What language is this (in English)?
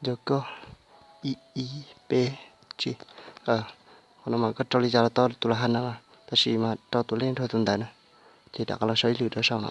Hmong